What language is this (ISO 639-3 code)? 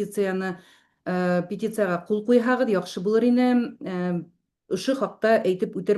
bak